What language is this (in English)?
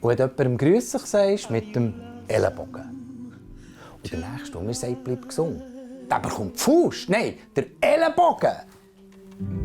Swiss German